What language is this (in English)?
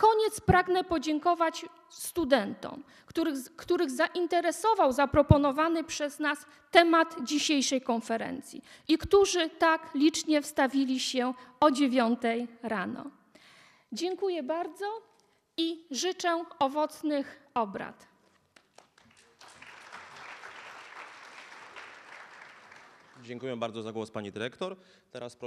Polish